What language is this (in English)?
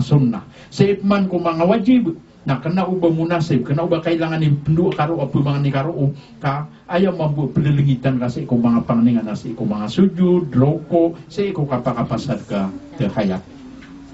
Maranao